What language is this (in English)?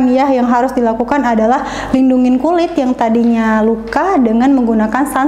Indonesian